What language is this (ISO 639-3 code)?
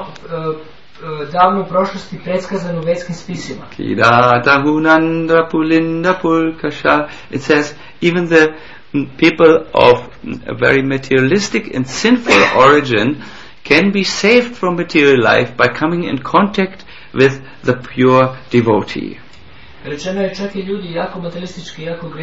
hrv